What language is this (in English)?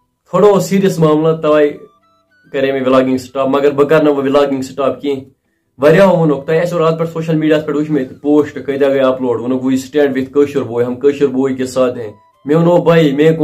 Kashmiri